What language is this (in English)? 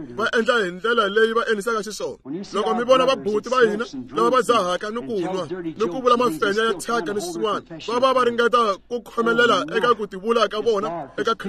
Tsonga